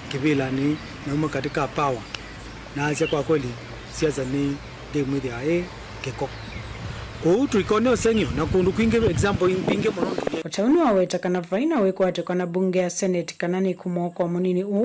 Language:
Kamba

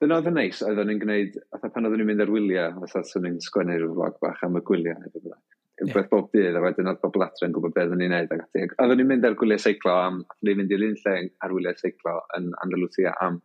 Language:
Welsh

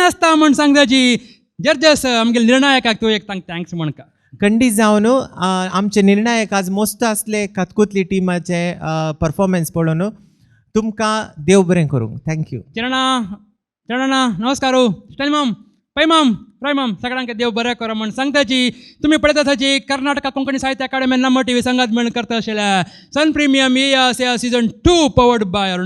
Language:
Konkani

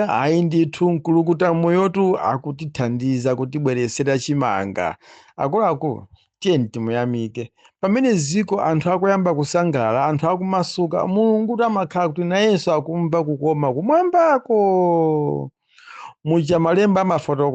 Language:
Nyanja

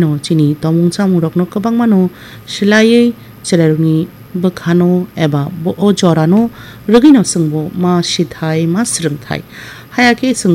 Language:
Kok Borok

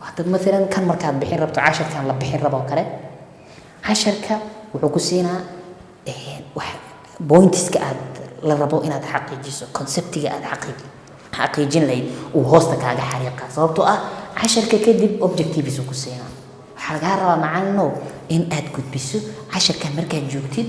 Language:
Somali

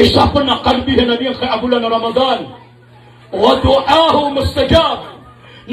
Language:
Maranao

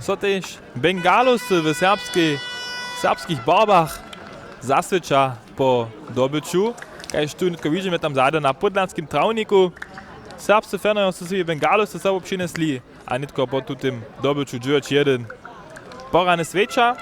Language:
Upper Sorbian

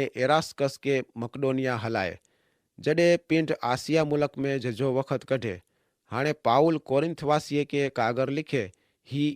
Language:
Kachhi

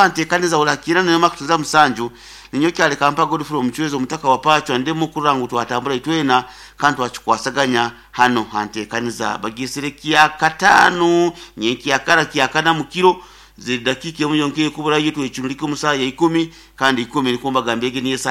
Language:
Nyankole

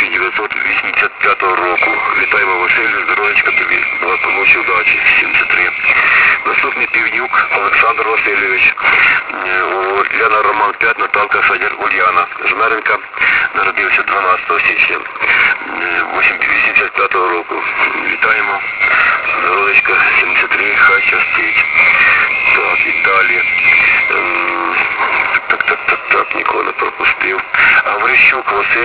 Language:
Ukrainian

